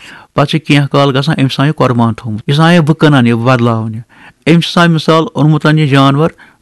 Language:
Kashmiri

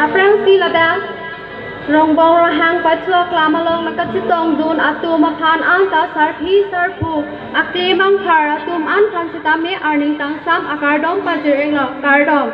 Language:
Karbi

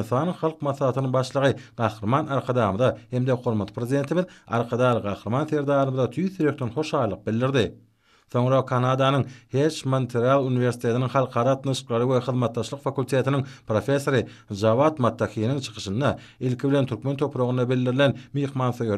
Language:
Turkmen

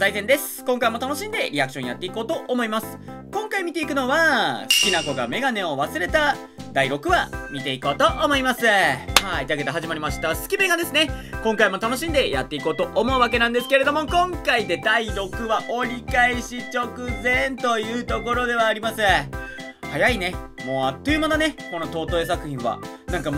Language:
Japanese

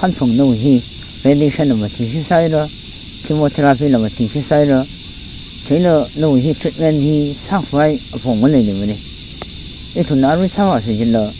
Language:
Tangkhul Naga (India)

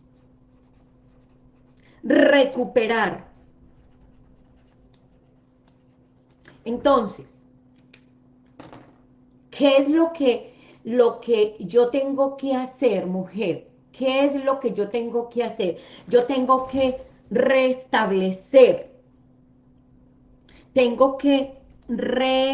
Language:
Spanish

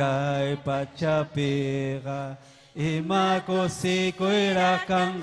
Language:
Ayacucho Quechua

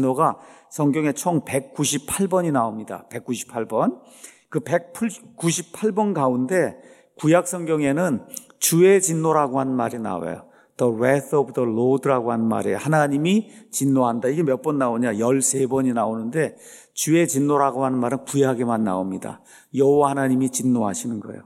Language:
Korean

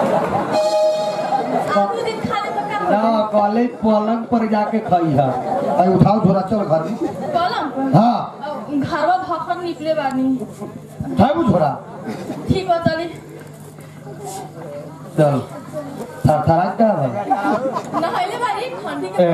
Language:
Bhojpuri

